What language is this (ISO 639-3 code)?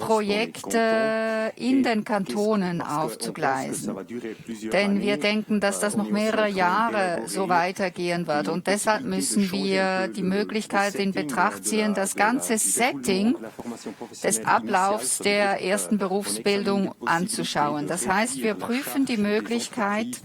gsw